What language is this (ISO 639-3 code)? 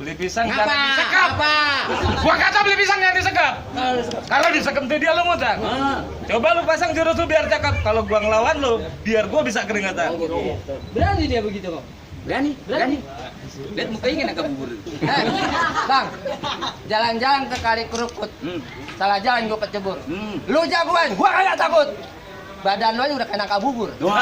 bew